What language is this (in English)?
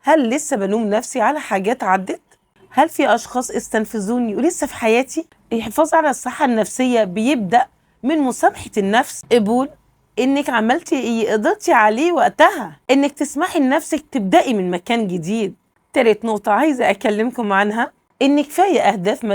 Egyptian Arabic